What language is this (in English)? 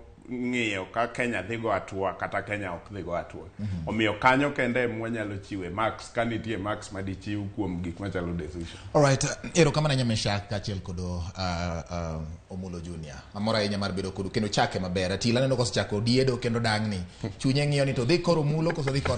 Luo (Kenya and Tanzania)